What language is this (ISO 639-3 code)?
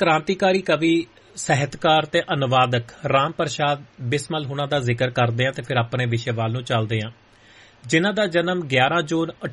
pan